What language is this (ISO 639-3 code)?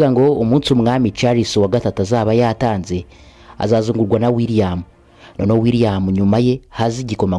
kin